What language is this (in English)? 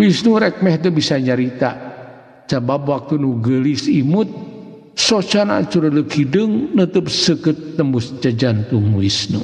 Sundanese